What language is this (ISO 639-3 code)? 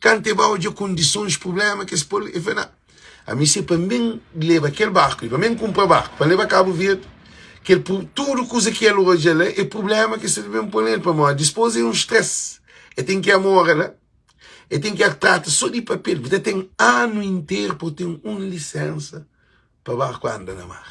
kea